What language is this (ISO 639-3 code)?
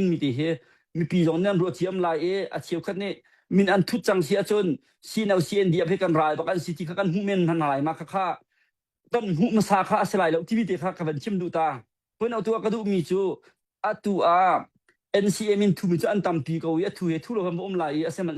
cnh